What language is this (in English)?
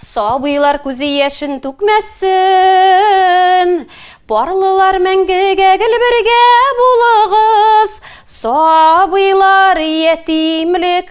Tatar